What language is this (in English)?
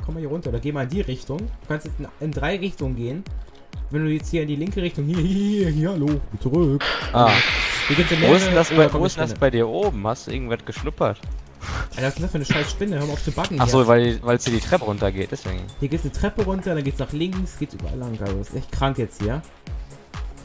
German